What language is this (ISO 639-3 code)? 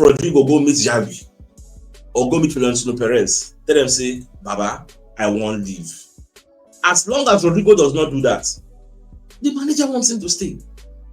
pcm